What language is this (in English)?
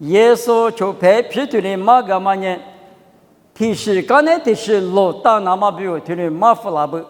Lisu